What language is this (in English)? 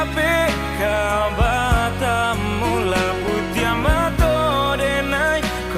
Minangkabau